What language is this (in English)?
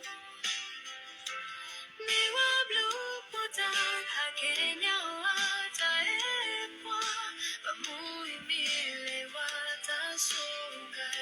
S'gaw Karen